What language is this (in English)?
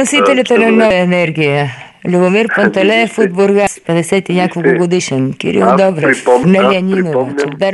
Bulgarian